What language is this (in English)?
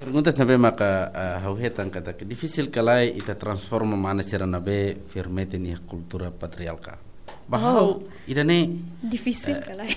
Tetum